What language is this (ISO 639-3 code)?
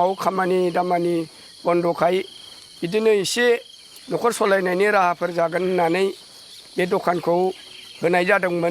brx